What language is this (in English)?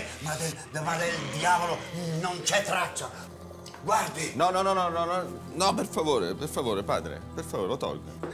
Italian